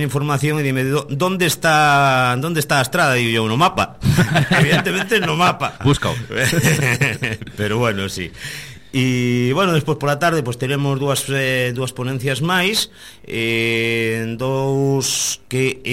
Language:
Galician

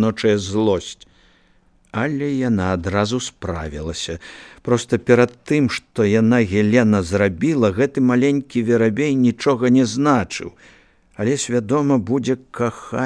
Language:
Belarusian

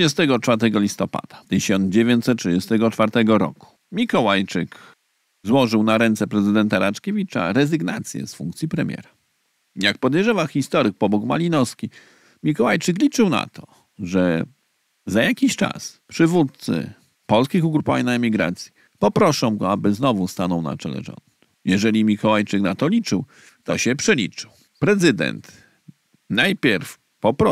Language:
Polish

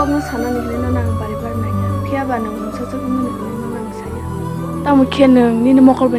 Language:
Kok Borok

